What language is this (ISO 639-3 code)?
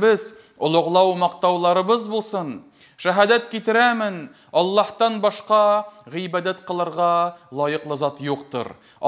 tat